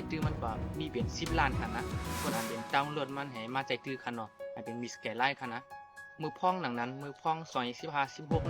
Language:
Shan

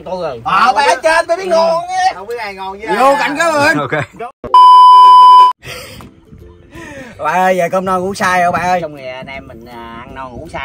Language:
Vietnamese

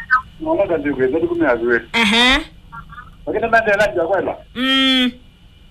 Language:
Swahili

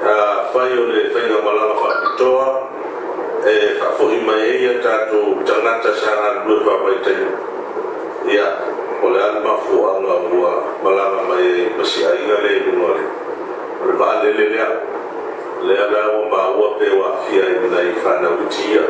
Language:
Samoan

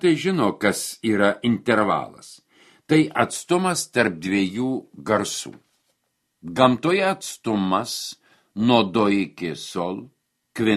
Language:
Lithuanian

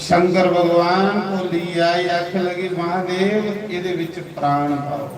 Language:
Dogri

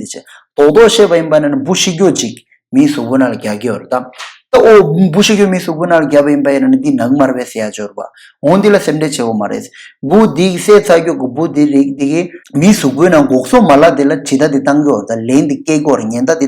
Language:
Tibetan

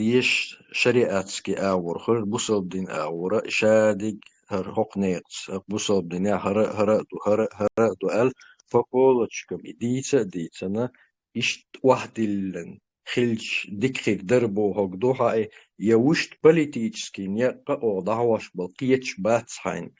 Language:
Chechen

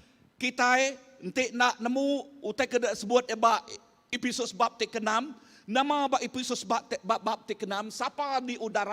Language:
Iban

